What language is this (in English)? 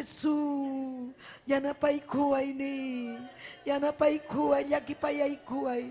Ayacucho Quechua